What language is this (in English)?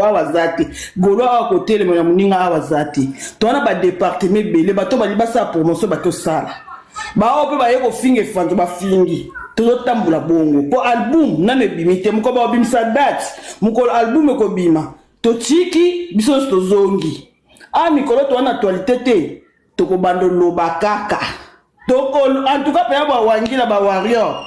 Lingala